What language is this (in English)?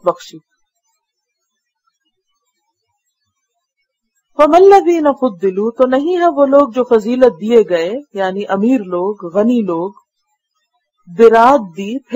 Urdu